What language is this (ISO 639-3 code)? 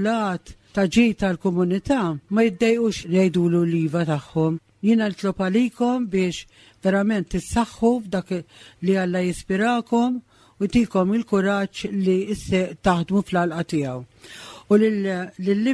mlt